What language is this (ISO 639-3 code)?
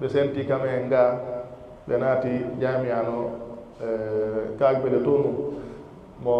ful